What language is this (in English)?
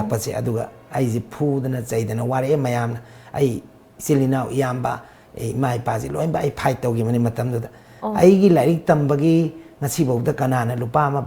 Manipuri